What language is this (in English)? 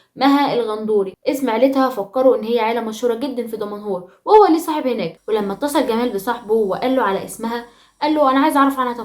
Egyptian Arabic